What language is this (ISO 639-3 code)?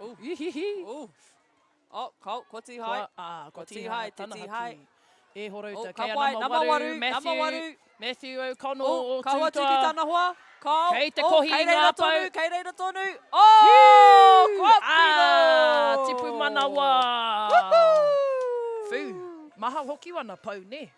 mri